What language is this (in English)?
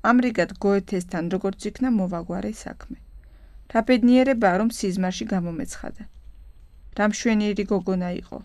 Georgian